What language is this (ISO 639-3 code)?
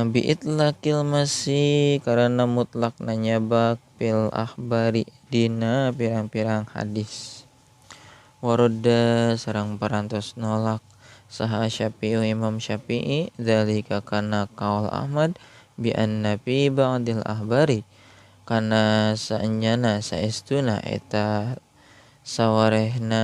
sun